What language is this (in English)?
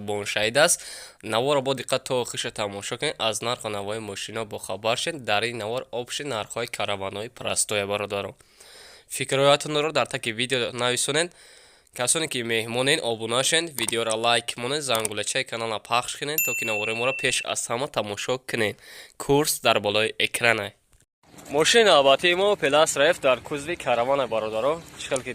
Tajik